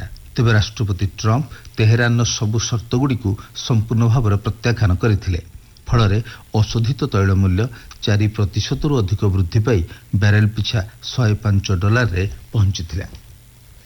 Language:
Odia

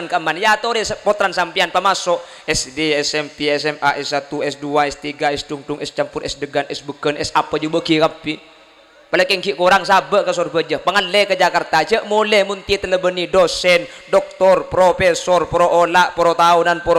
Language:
Madurese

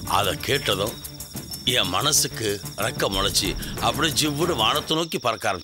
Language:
Tamil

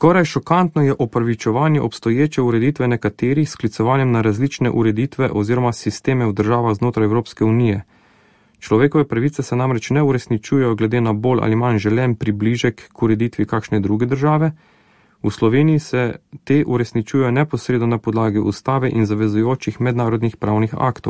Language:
Slovenian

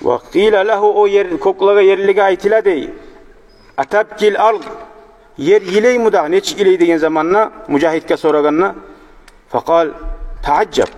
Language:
Kumyk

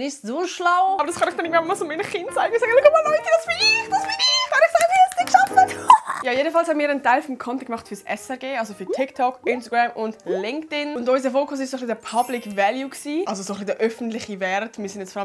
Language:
Swiss German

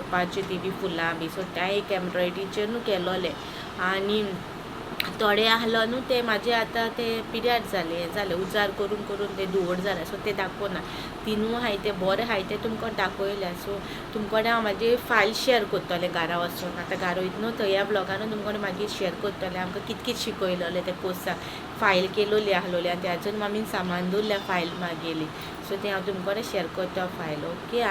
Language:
Konkani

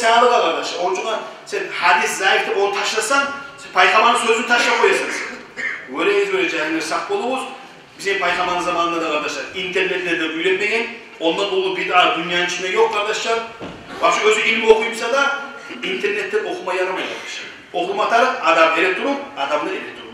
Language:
Kumyk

